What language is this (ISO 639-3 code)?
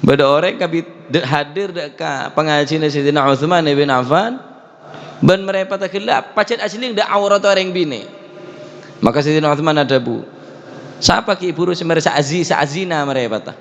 mad